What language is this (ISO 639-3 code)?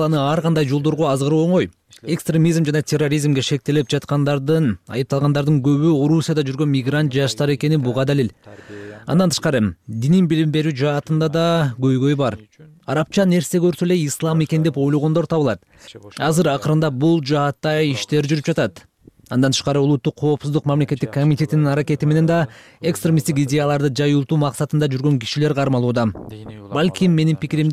kir